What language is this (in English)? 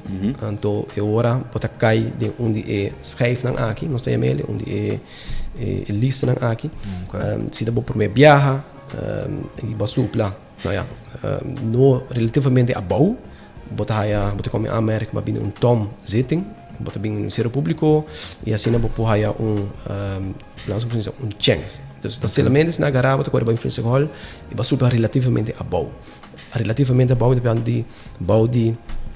Papiamento